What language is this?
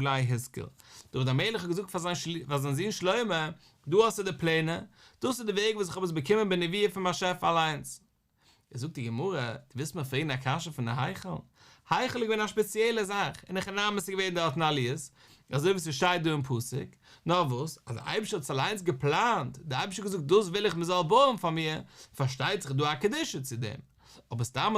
Yiddish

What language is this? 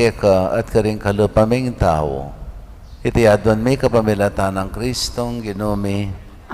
Pampanga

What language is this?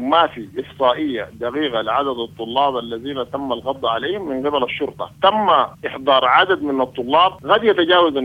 Sudanese Arabic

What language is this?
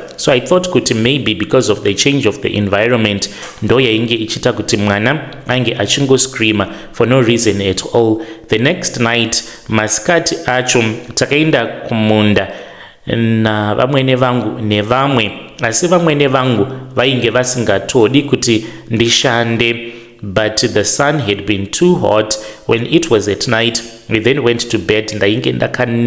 Shona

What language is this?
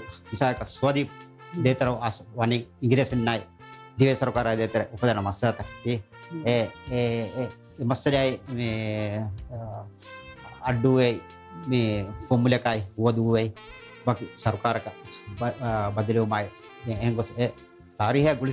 Divehi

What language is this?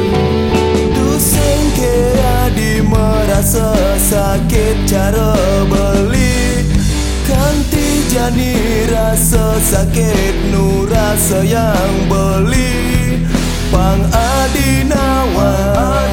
Balinese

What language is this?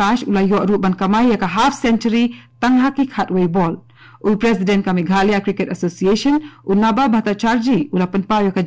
Khasi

